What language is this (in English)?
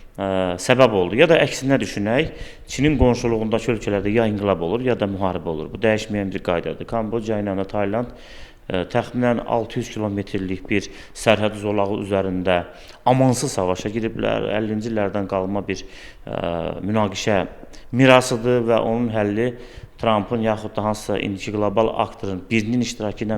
Azerbaijani